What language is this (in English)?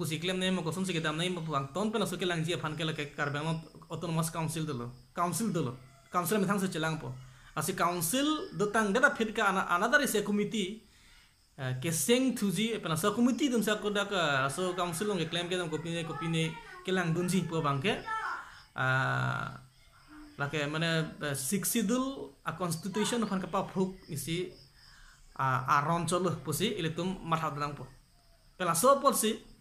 Karbi